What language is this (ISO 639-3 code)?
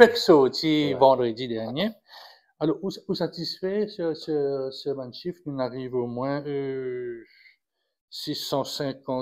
mfe